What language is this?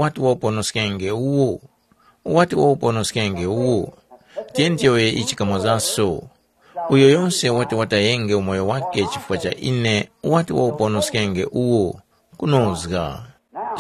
Tumbuka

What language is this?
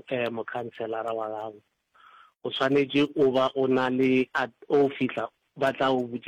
Northern Sotho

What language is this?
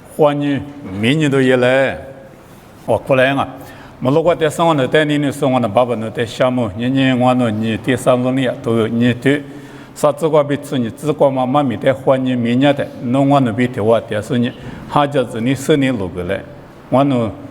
Lisu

